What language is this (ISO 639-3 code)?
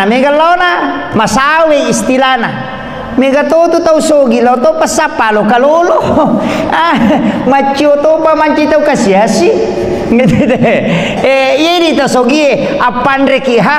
bug